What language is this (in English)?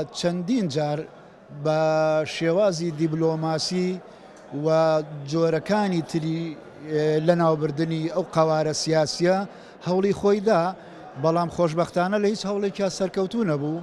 Central Kurdish